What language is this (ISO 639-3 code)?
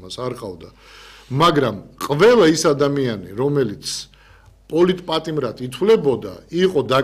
kat